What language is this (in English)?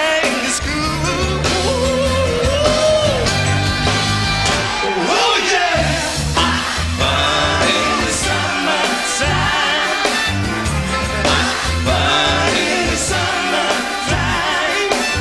English